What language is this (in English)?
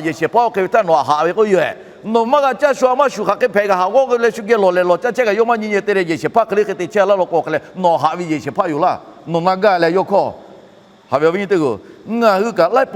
Lahu